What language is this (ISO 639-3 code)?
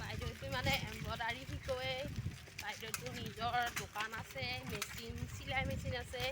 asm